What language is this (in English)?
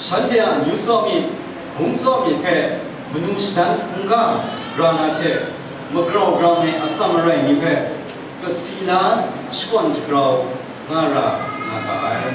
Kachin